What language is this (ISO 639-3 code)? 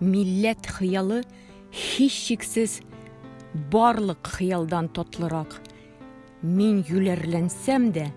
tat